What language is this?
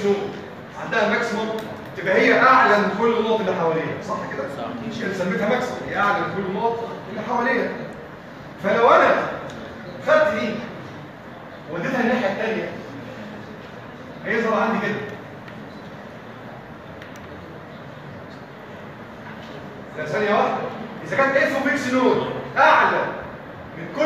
Egyptian Arabic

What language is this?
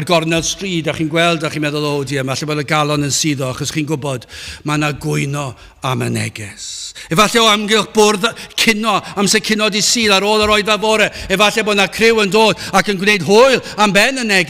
Welsh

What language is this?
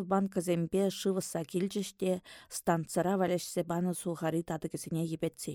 Chuvash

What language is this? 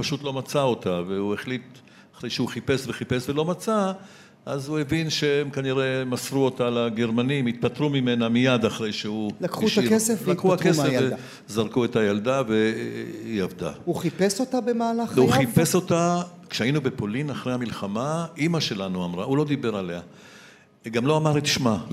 Hebrew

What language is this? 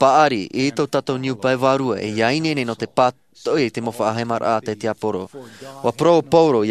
Tahitian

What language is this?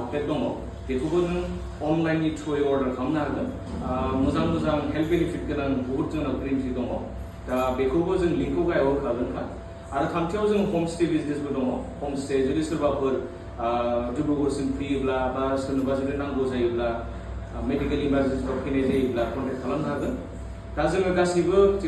Bodo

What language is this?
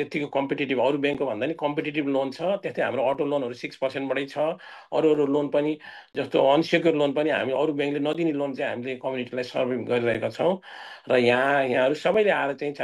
Nepali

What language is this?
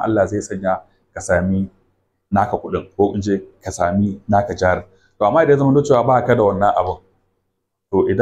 Hausa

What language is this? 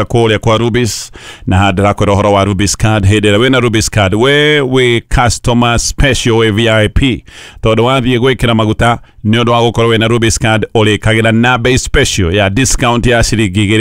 Kikuyu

